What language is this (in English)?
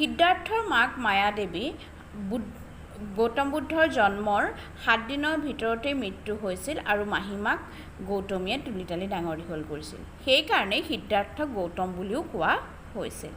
Assamese